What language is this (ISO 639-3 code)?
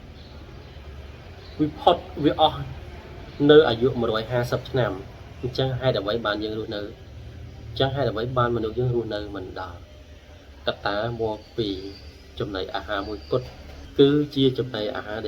khm